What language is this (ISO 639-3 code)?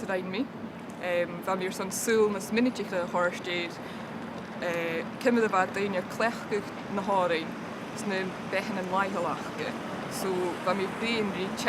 gla